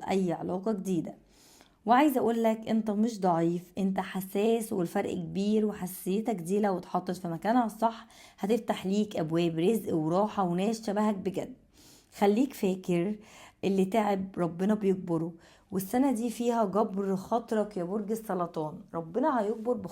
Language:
Egyptian Arabic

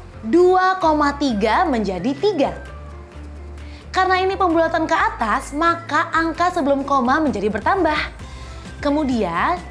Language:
Indonesian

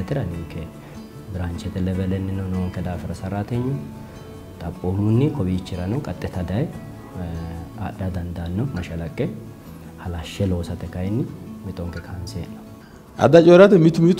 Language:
Sidamo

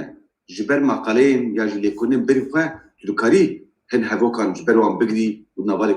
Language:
Kurdish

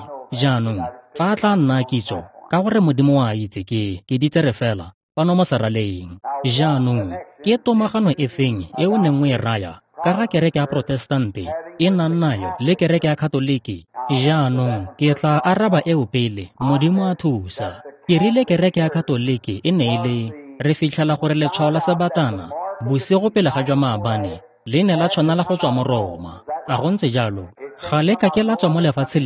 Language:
Tswana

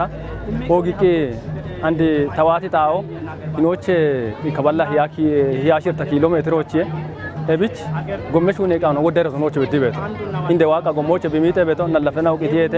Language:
Kafa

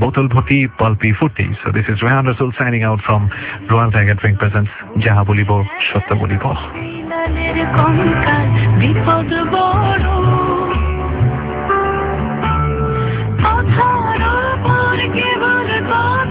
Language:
Bangla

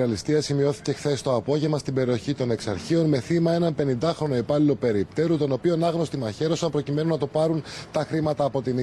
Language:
Greek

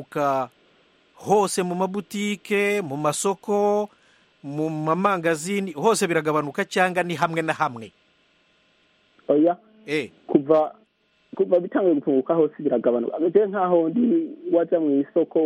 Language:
Kinyarwanda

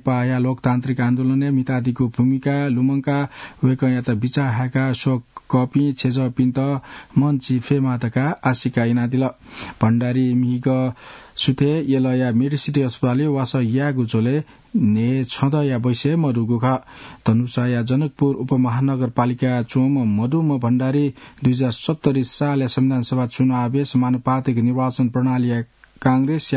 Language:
Newari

